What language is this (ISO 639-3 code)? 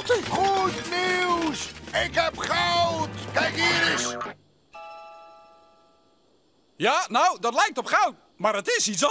nld